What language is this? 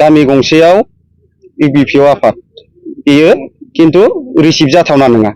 Bodo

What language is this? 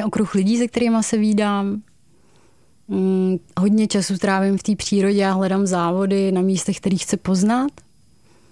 Czech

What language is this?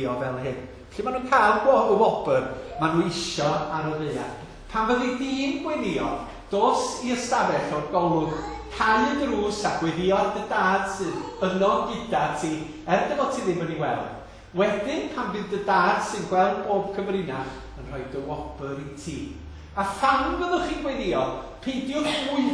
Welsh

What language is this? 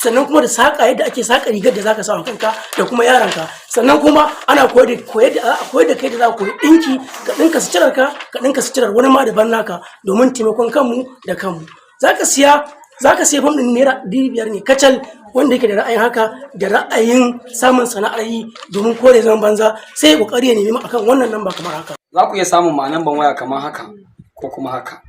Hausa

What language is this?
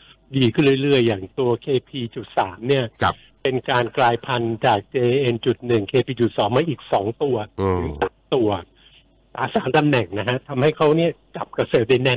Thai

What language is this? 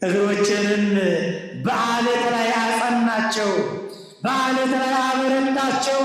Amharic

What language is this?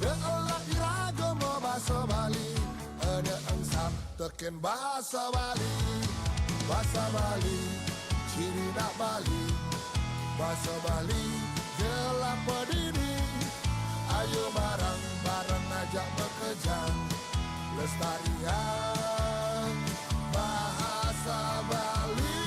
Balinese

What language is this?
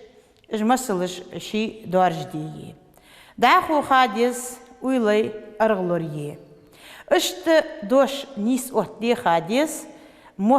Ingush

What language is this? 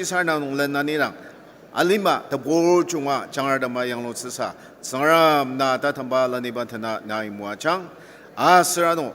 Ao Naga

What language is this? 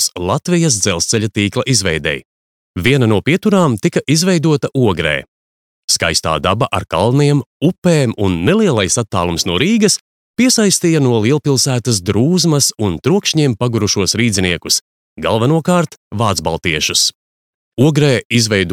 Latvian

